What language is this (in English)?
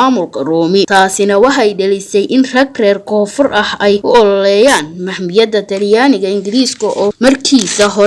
Somali